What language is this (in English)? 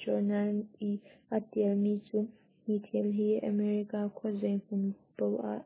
Hakha Chin